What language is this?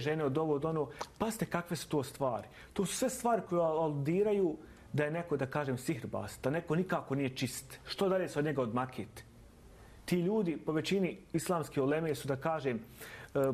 Bosnian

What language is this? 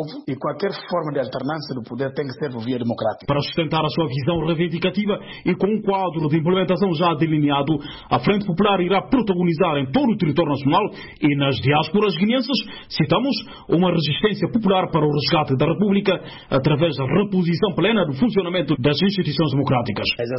Portuguese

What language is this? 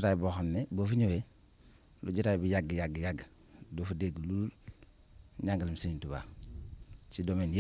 Wolof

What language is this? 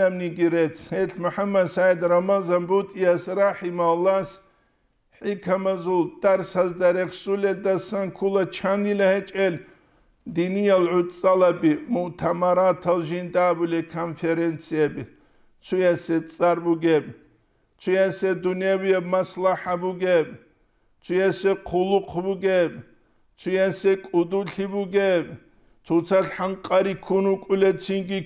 Avaric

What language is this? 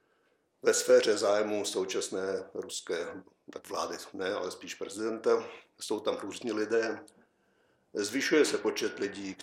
Czech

